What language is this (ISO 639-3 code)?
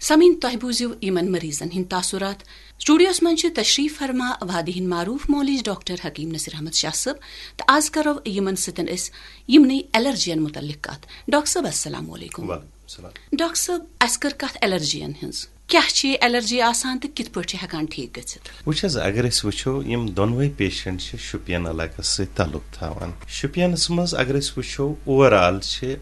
kas